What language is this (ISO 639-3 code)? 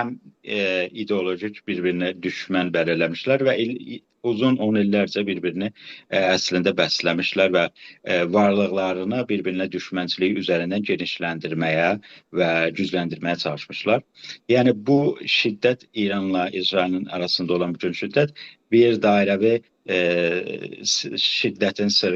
azb